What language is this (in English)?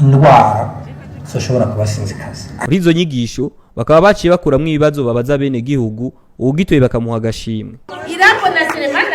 Rundi